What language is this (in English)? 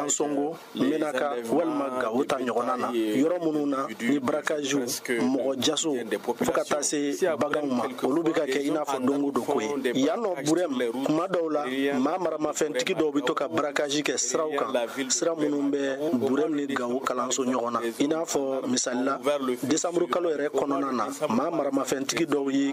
Bambara